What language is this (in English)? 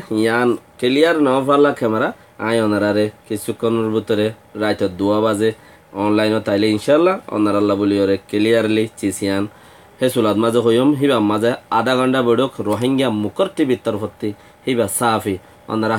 Rohingya